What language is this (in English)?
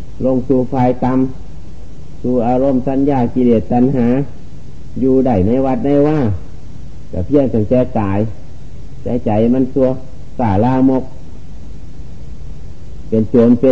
Thai